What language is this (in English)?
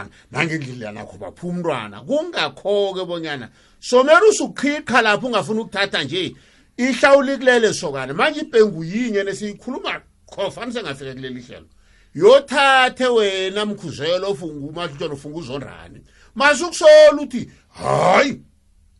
South Ndebele